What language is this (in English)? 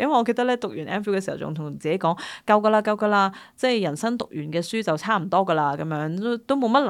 Cantonese